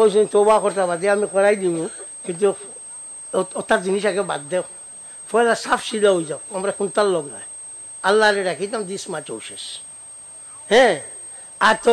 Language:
Sylheti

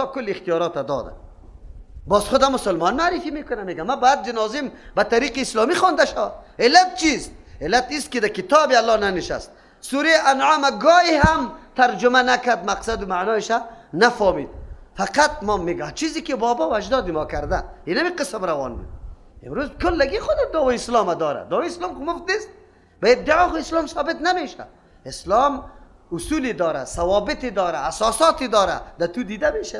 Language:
Persian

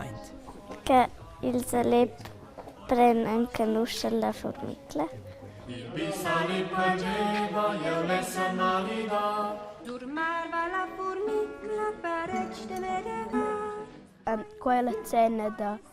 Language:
Romansh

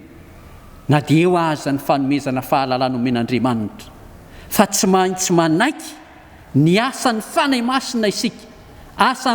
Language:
Malagasy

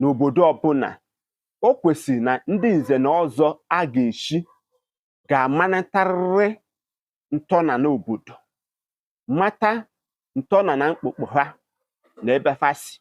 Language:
Igbo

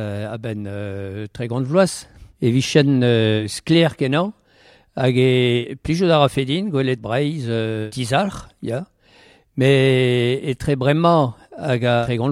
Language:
Breton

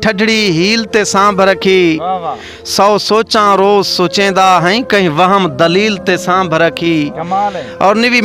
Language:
Saraiki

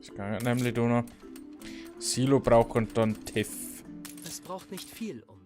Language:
Bavarian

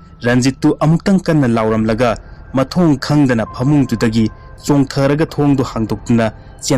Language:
Manipuri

